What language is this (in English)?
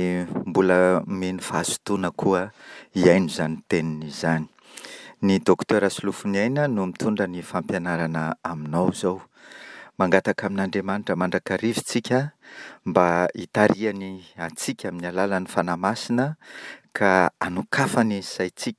Malagasy